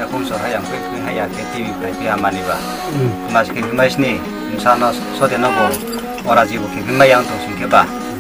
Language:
Riang (India)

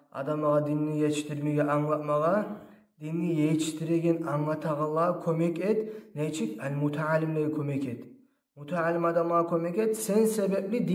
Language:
Kumyk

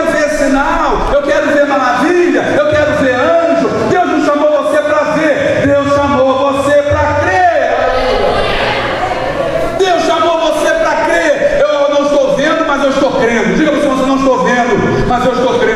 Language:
Portuguese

